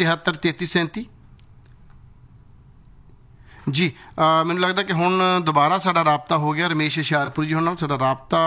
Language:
Punjabi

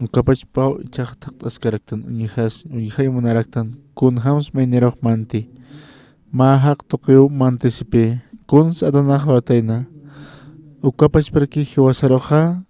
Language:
Aymara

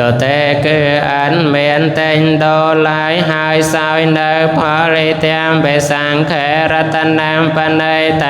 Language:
Khmer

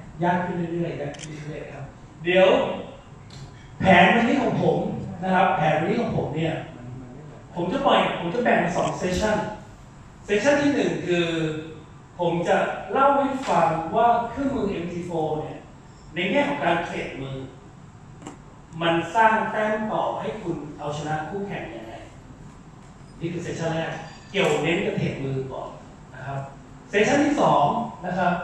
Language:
Thai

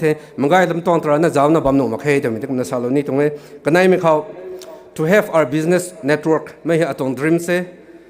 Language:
Rongmei Naga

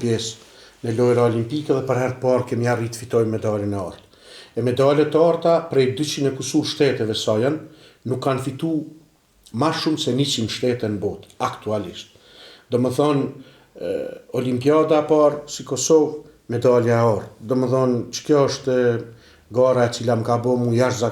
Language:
Albanian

